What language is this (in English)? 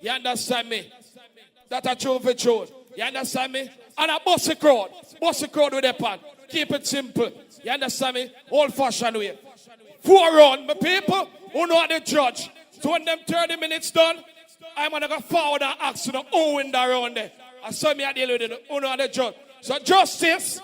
Jamaican Creole English